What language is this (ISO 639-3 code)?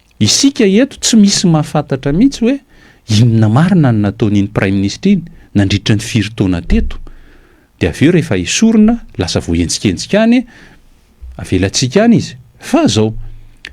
mlg